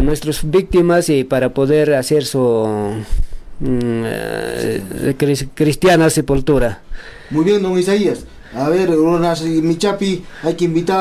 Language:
Ayacucho Quechua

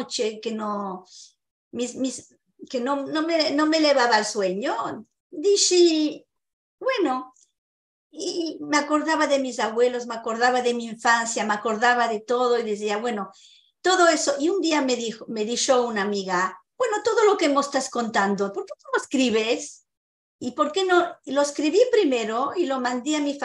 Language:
Ladino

